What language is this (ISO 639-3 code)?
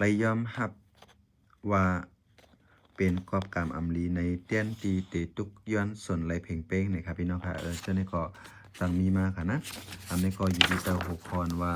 shn